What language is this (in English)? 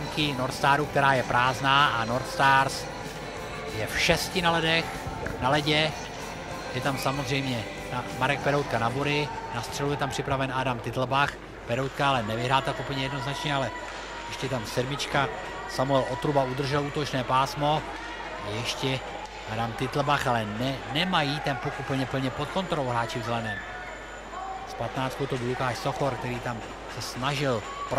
Czech